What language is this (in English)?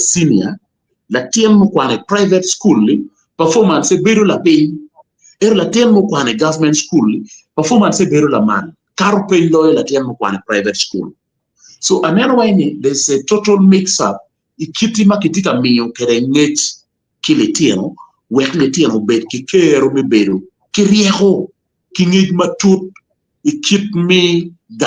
Acoli